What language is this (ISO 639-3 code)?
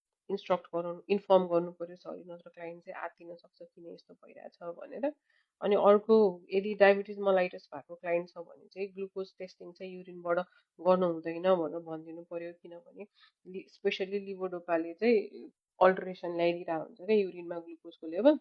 nep